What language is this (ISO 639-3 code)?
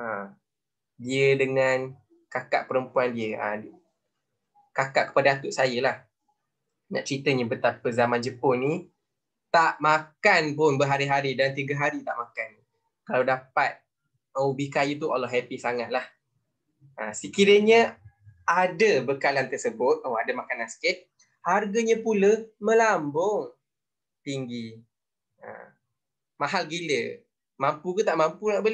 msa